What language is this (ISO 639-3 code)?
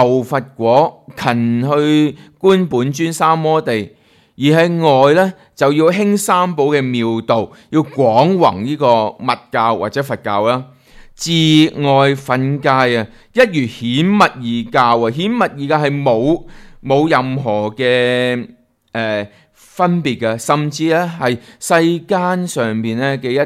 yue